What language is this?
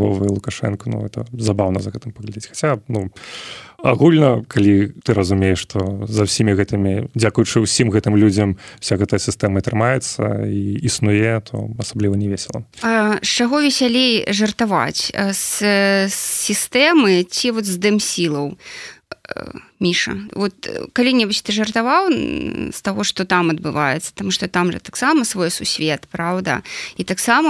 Belarusian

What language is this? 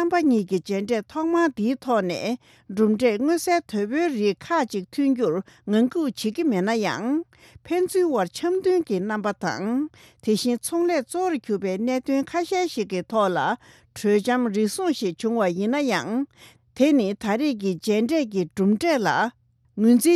Tibetan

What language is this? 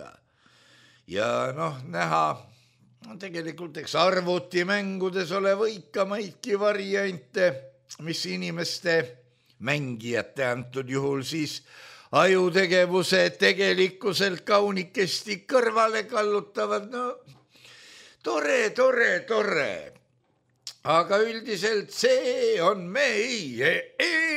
Estonian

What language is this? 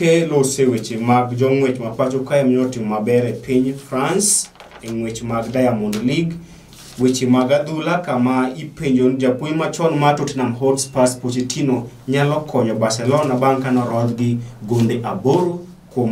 Luo (Kenya and Tanzania)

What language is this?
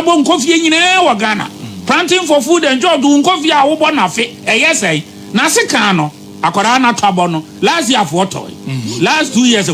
Akan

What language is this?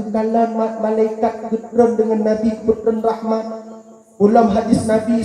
Achinese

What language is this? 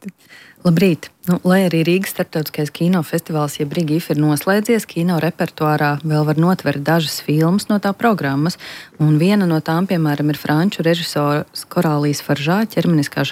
Latvian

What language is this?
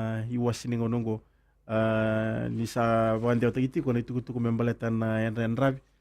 Fijian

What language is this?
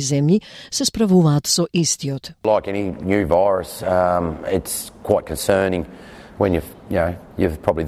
Macedonian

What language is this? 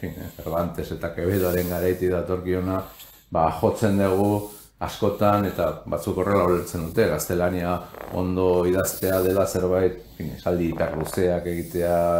Basque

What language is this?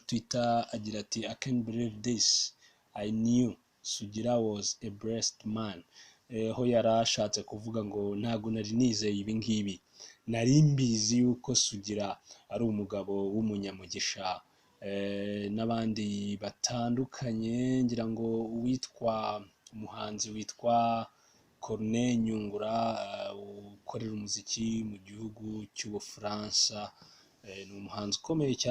Kinyarwanda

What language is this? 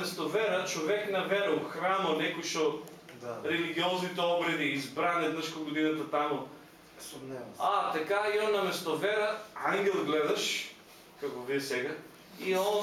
Macedonian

